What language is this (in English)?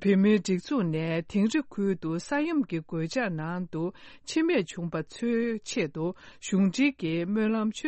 Tibetan